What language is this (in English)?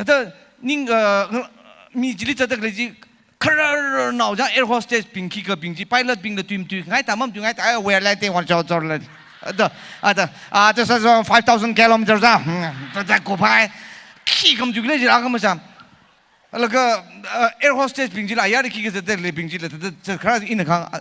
Tangkhul Naga (India)